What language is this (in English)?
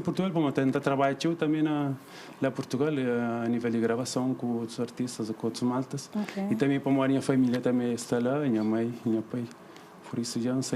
Kabuverdianu